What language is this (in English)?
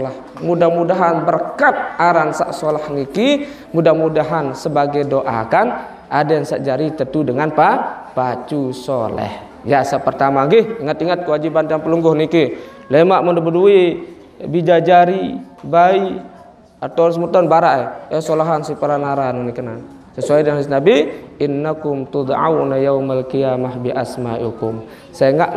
Sasak